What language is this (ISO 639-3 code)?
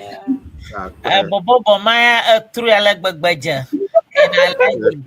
ewe